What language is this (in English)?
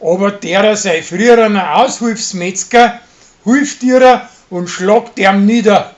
Bavarian